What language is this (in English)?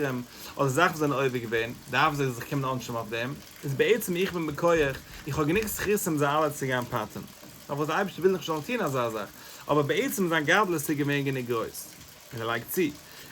Yiddish